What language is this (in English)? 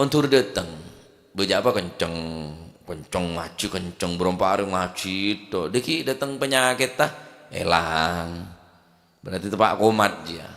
Madurese